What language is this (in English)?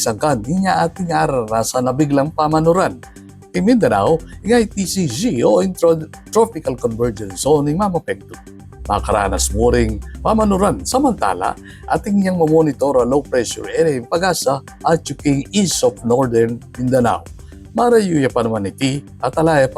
Pampanga